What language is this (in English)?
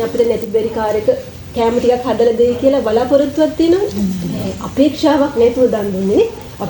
Sinhala